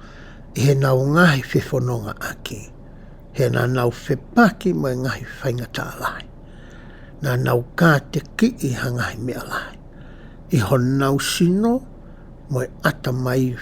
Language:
Tongan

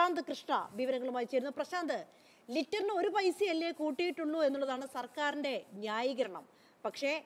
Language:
Malayalam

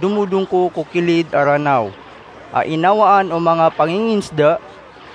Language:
Maranao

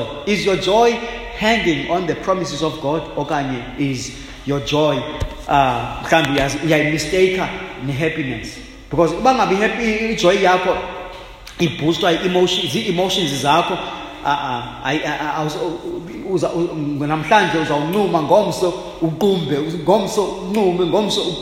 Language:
Xhosa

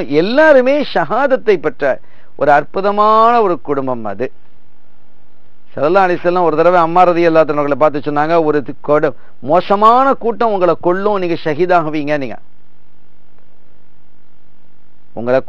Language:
Tamil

